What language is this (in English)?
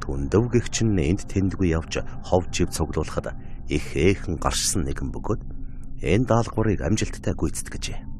Mongolian